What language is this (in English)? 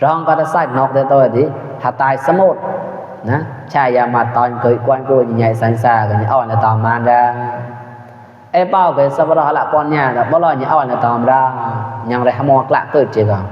Mon